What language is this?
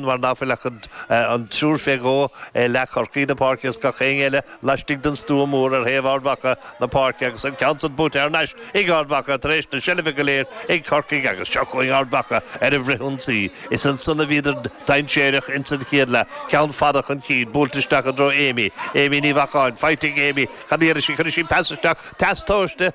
Irish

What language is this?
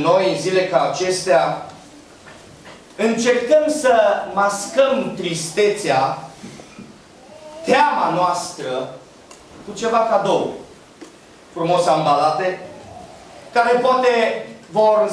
Romanian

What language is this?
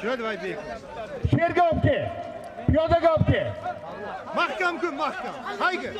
Uzbek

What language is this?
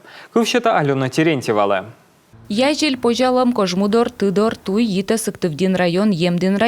Komi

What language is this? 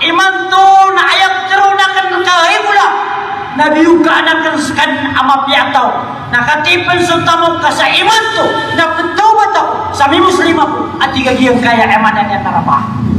Maranao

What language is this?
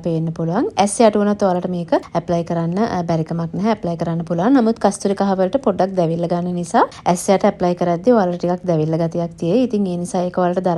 Sinhala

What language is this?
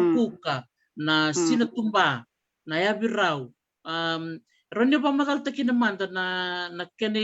Fijian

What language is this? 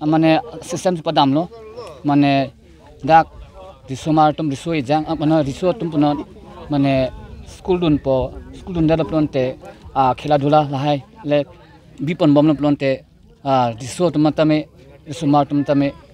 Karbi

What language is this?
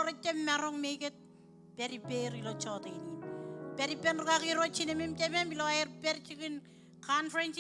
Marshallese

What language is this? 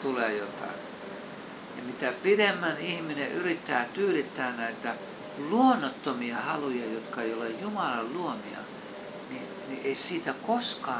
Finnish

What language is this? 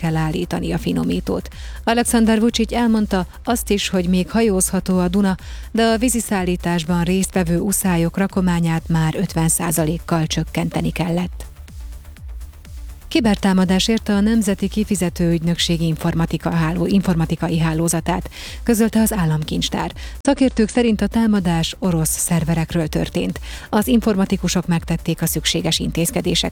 Hungarian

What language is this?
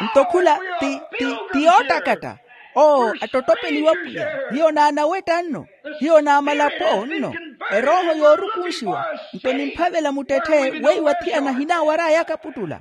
Makhuwa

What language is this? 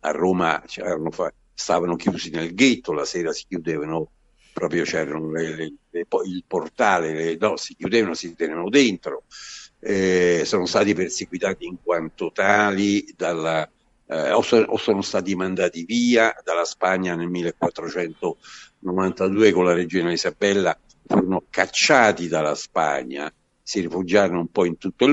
Italian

